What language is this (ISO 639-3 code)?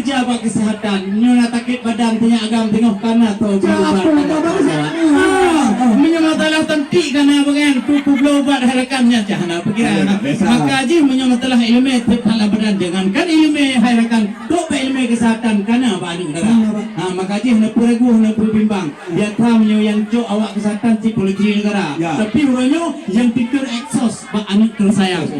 ace